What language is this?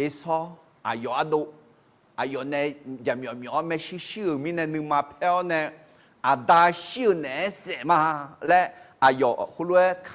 Akha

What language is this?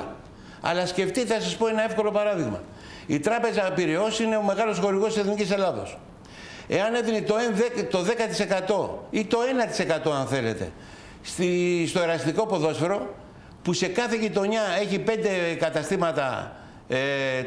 Greek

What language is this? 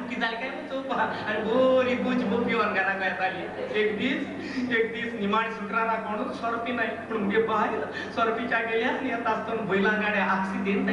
Konkani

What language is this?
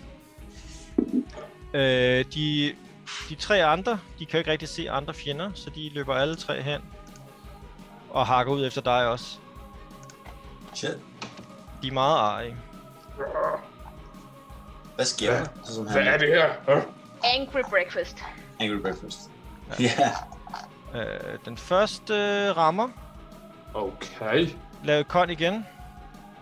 Danish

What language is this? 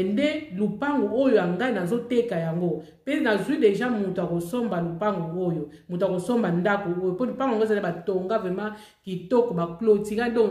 Lingala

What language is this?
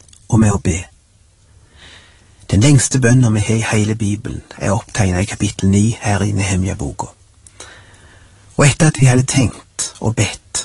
Norwegian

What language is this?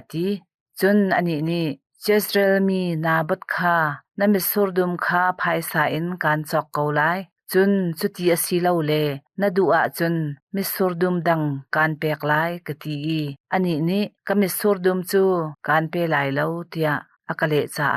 Hakha Chin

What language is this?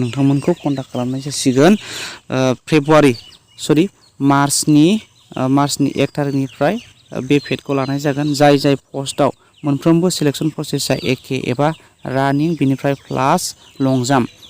Bodo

